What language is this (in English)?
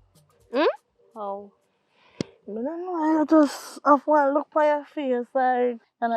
Jamaican Creole English